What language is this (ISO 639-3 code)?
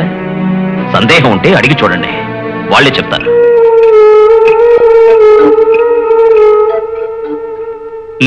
tel